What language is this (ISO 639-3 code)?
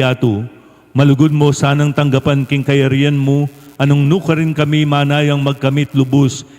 pam